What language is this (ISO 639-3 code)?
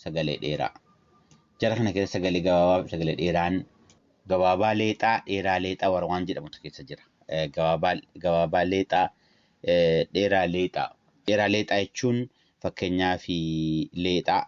orm